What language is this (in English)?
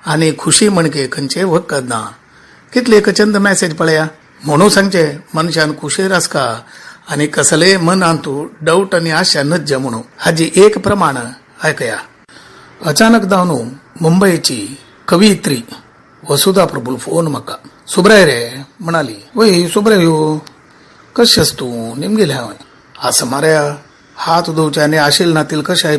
Konkani